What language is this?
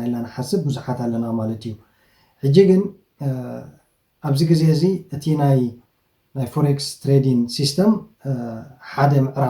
Tigrinya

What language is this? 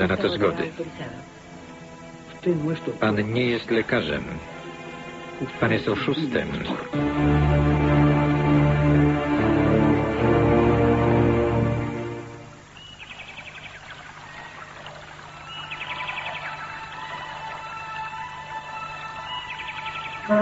Polish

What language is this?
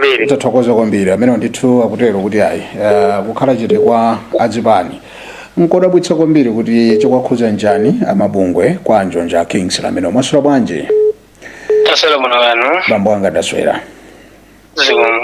Nyanja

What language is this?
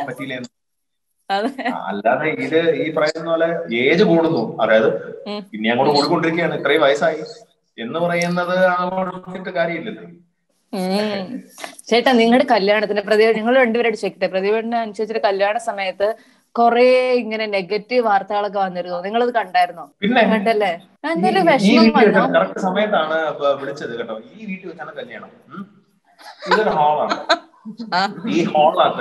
Malayalam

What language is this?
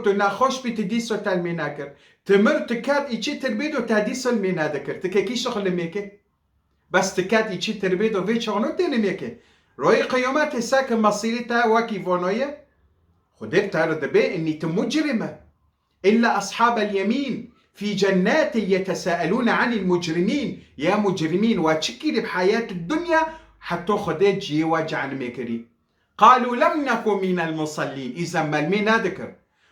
Kurdish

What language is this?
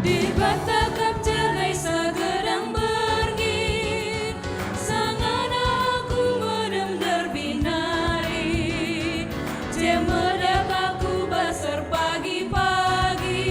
Batak Karo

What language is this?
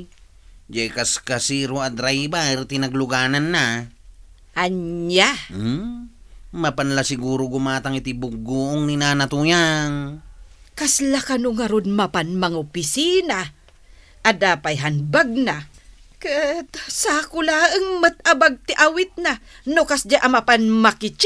Iloko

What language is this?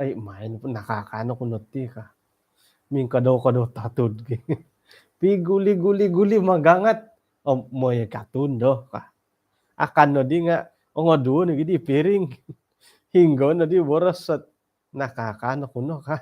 Central Dusun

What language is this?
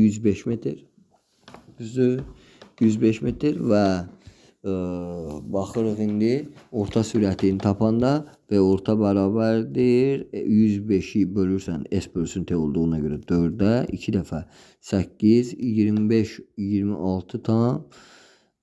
Azerbaijani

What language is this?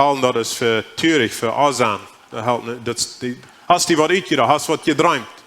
Plautdietsch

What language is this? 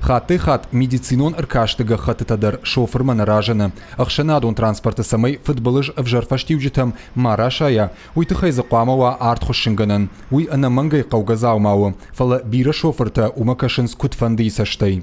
Ossetic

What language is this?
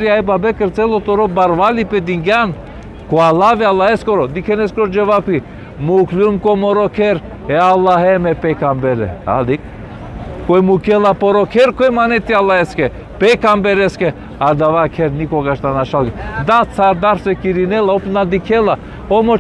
Balkan Romani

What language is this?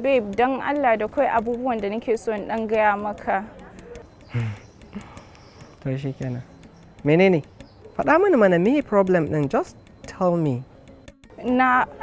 Hausa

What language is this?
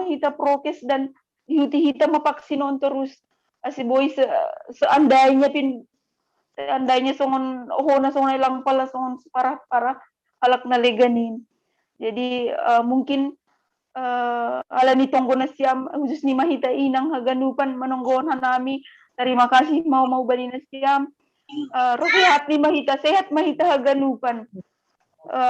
Batak Simalungun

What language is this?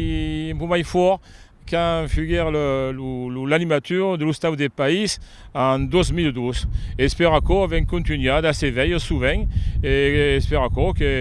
Occitan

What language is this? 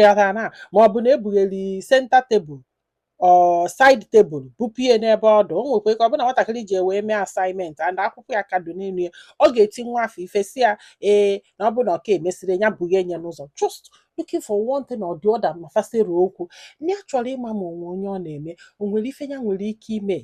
Igbo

